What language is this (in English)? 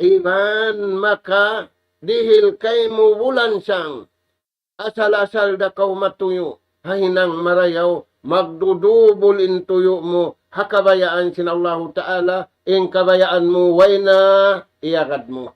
Tausug